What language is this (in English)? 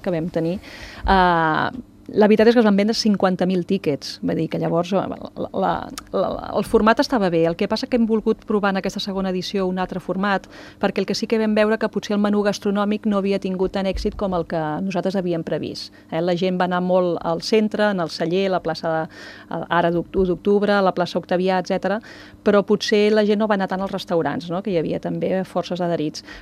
Catalan